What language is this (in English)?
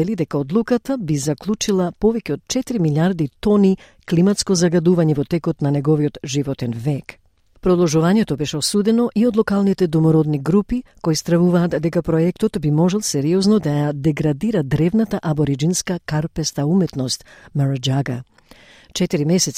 Macedonian